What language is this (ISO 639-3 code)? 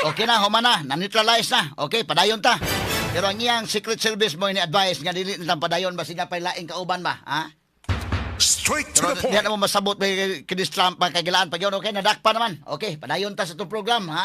ceb